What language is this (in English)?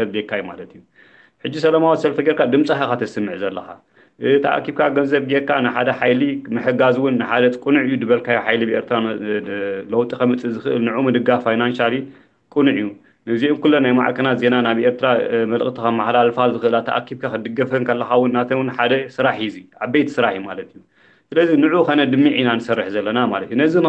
Tigrinya